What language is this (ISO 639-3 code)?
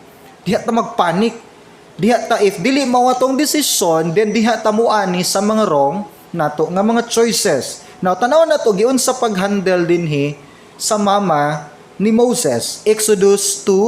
ceb